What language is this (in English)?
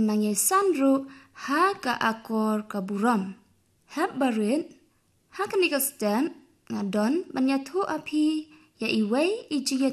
Khasi